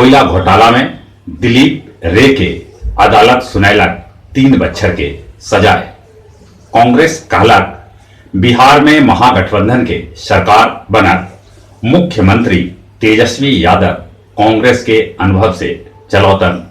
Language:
Magahi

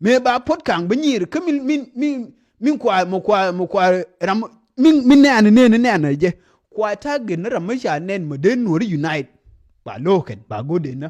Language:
Nuer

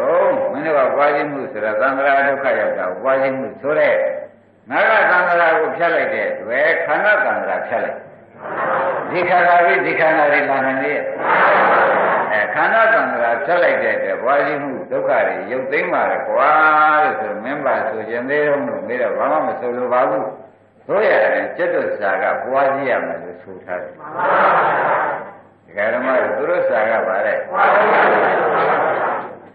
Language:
Burmese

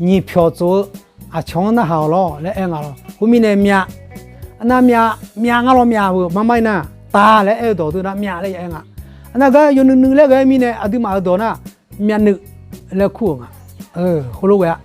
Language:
Akha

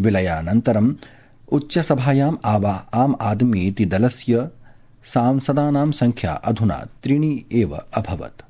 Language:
Sanskrit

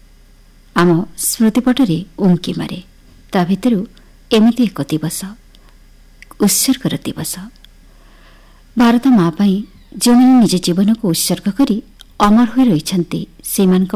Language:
Odia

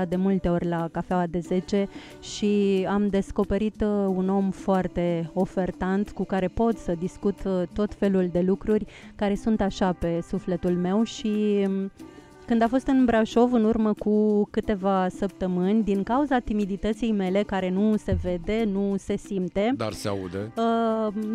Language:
Romanian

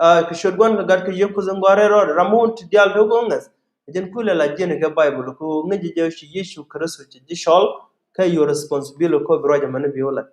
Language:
Nuer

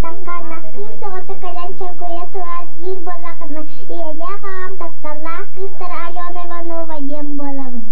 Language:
Yakut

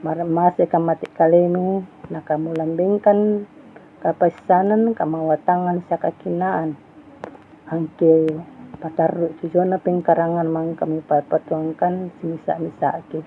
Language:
Toraja-Sa'dan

